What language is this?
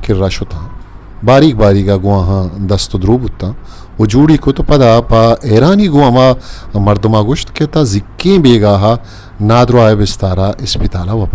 Eastern Balochi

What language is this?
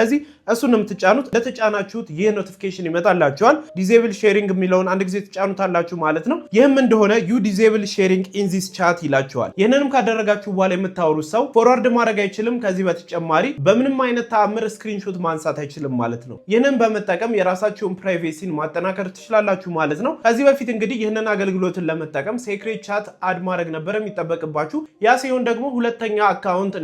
Amharic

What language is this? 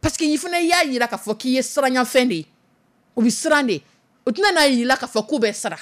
Dyula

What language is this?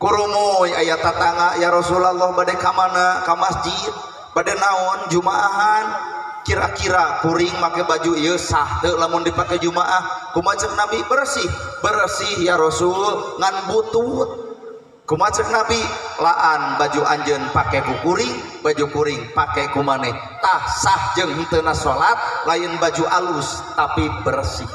Sundanese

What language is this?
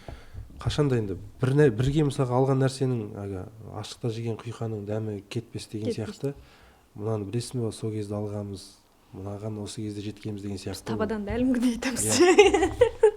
Kazakh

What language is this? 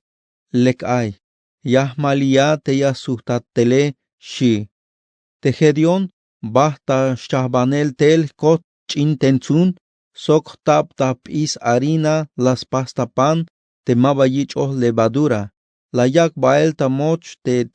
Tzeltal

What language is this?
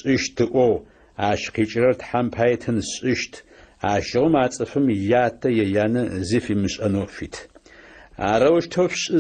Adyghe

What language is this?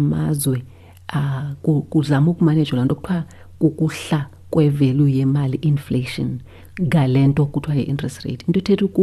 Xhosa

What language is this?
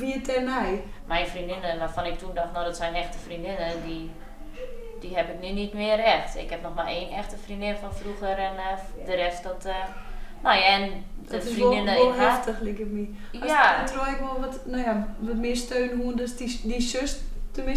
Western Frisian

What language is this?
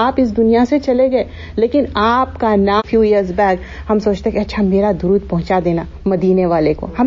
Urdu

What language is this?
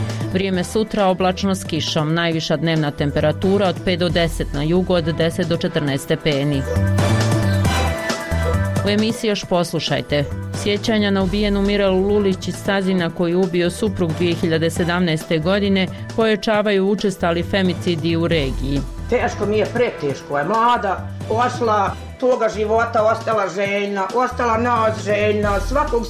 Bosnian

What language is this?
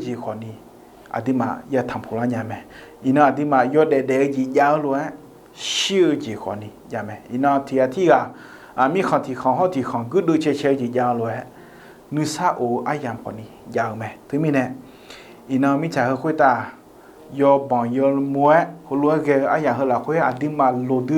Akha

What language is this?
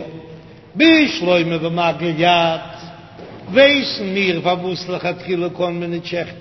Yiddish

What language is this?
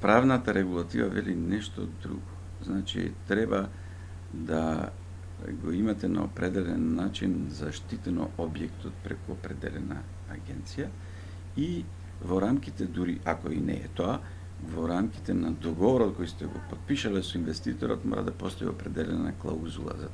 Macedonian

